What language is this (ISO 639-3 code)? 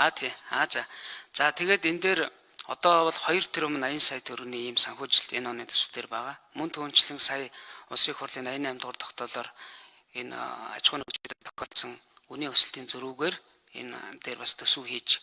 mon